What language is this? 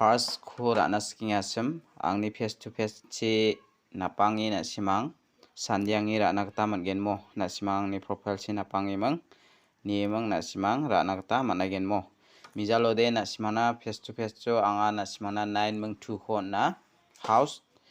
Garo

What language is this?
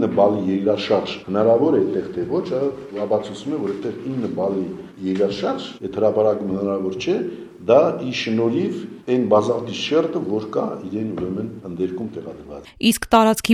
Armenian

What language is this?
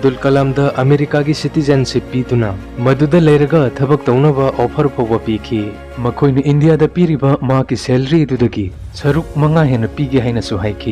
Manipuri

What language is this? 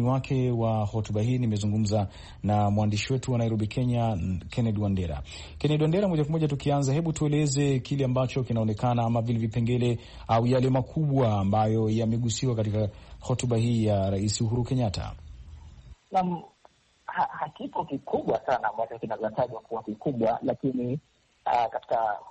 Swahili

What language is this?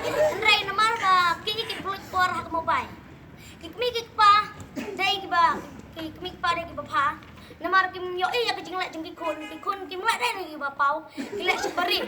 Khasi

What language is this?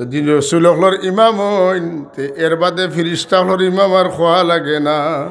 Sylheti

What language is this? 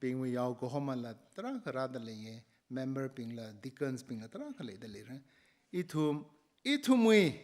Tangkhul Naga (India)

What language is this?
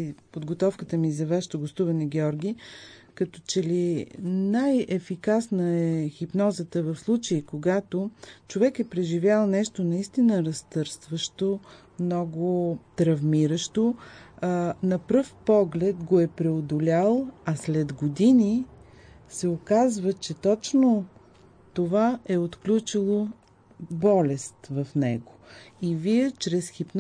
Bulgarian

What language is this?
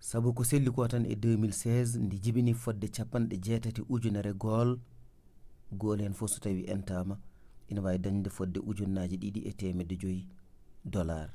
Fula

